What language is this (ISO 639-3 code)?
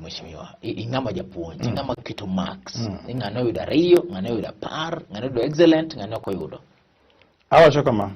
luo